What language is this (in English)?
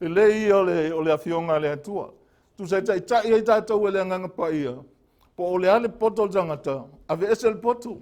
Samoan